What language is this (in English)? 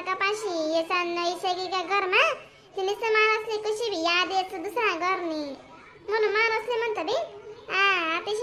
Khandesi